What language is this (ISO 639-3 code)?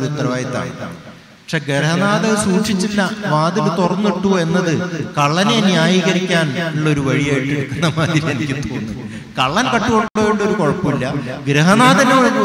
mal